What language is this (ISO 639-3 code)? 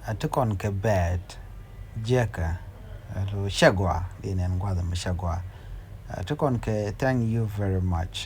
nus